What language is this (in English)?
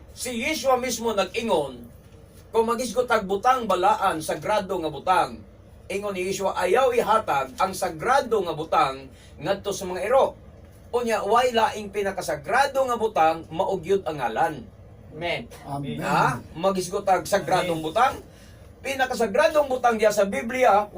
Cebuano